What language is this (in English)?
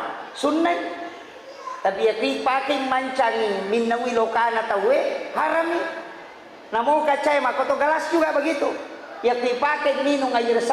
Buginese